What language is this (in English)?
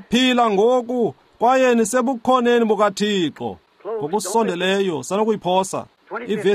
Xhosa